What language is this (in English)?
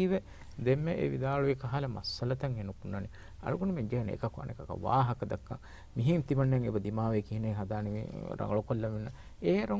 Divehi